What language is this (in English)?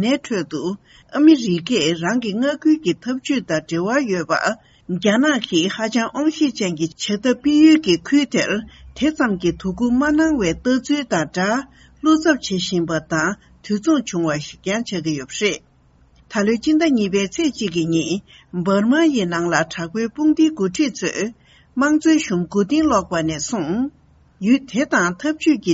Tibetan